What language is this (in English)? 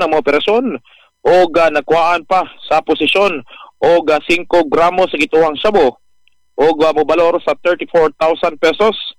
Cebuano